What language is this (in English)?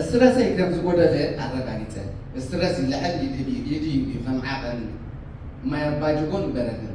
Tigrinya